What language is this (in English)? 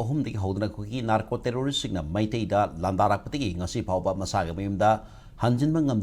Manipuri